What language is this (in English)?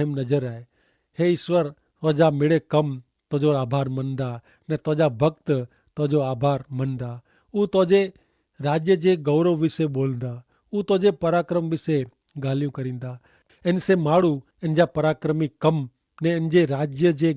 Kachhi